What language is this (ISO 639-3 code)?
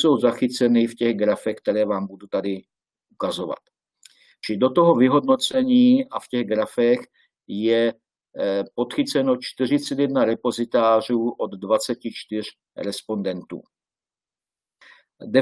ces